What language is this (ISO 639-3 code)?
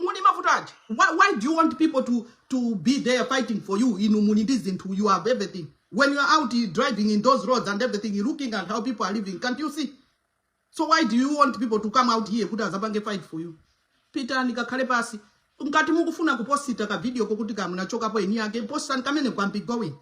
nya